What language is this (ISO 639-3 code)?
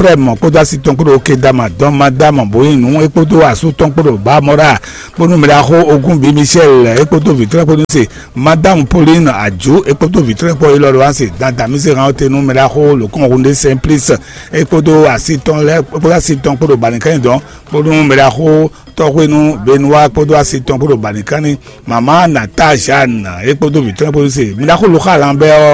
fon